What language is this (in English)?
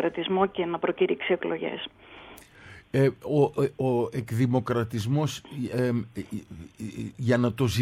Greek